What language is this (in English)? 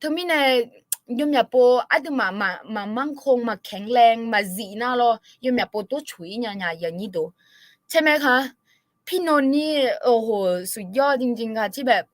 Akha